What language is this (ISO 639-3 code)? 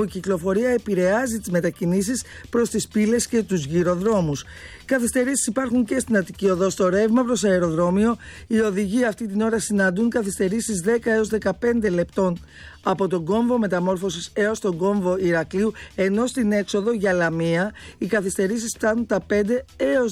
ell